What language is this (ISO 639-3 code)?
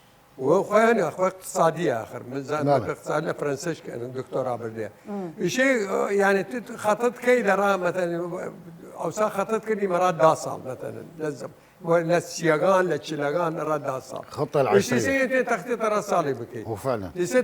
sdh